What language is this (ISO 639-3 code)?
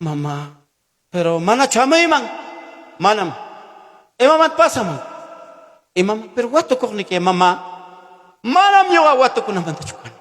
quy